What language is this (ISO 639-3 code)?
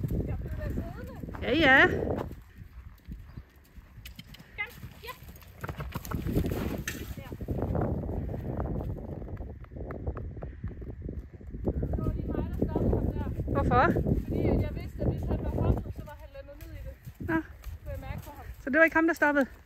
dan